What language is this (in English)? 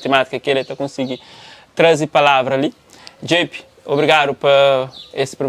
Kabuverdianu